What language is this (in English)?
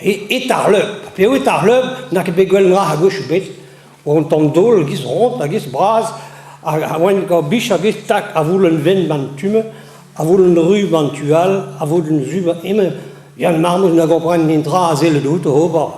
Breton